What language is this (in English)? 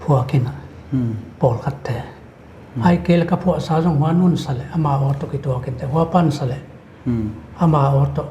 Paite Chin